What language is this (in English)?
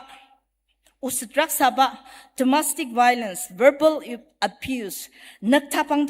Ao Naga